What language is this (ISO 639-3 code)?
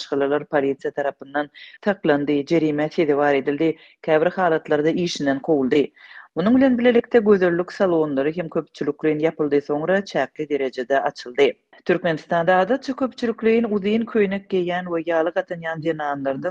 tuk